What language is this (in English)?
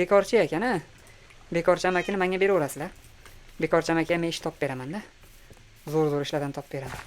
Uzbek